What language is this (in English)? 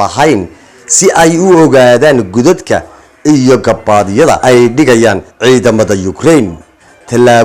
Somali